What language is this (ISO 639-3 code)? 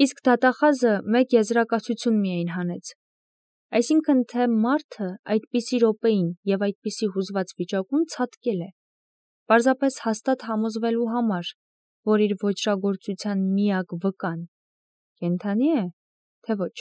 hye